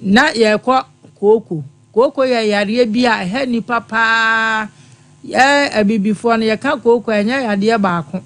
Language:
Akan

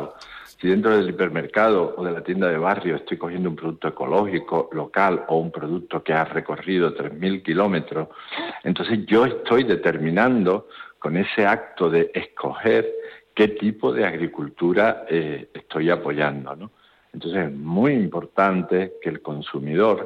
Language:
Spanish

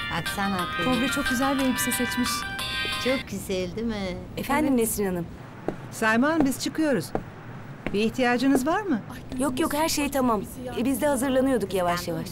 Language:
Turkish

